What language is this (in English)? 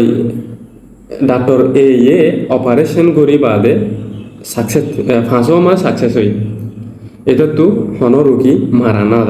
Rohingya